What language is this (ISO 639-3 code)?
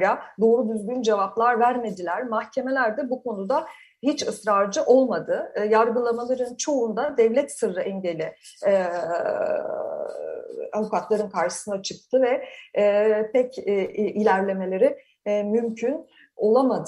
tur